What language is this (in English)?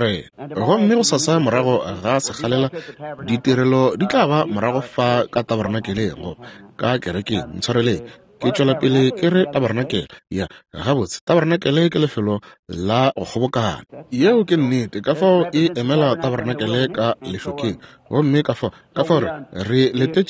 Northern Sotho